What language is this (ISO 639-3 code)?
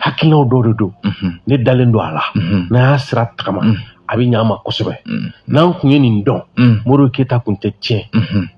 bam